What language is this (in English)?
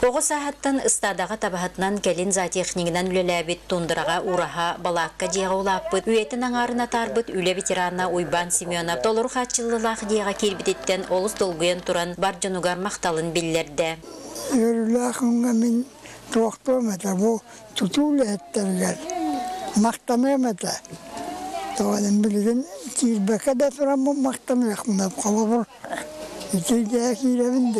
Yakut